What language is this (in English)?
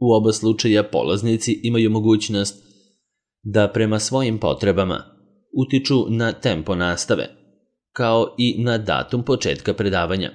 Serbian